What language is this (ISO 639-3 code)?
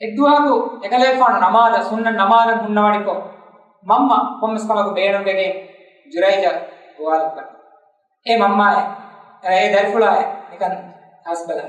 div